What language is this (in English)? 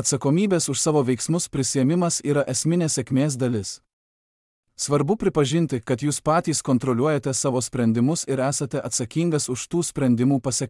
Lithuanian